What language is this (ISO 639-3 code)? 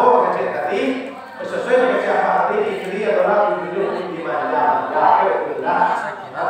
min